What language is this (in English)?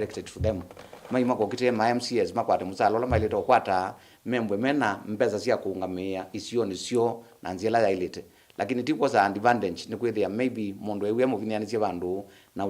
Kamba